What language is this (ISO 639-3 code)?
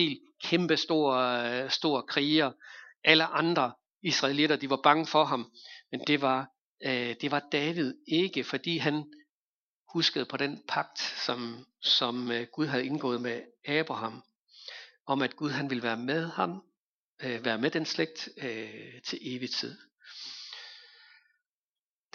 dan